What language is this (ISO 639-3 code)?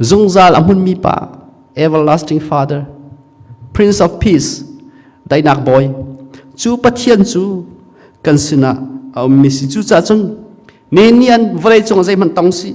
cnh